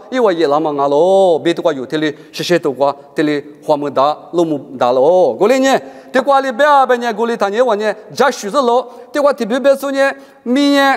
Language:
Lisu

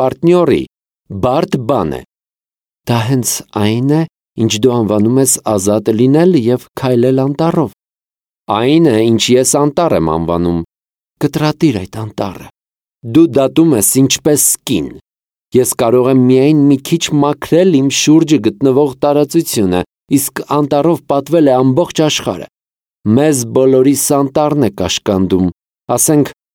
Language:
Armenian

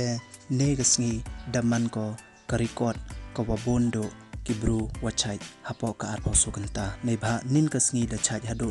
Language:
Pnar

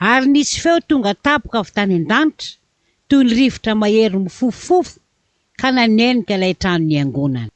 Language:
Malagasy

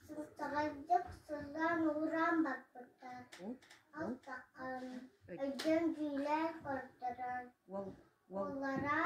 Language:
Yakut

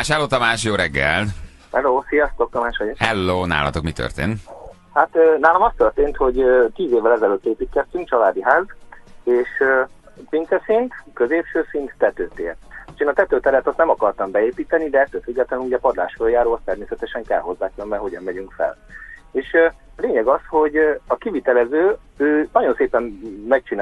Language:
Hungarian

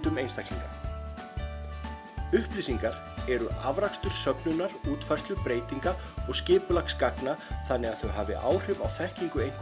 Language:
Icelandic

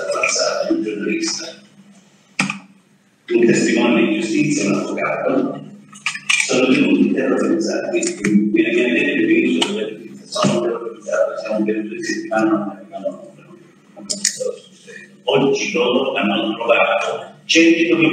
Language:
Italian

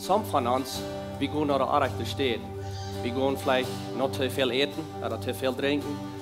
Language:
Plautdietsch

